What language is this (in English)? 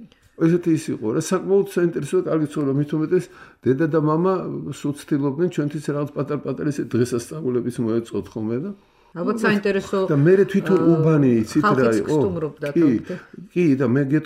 Georgian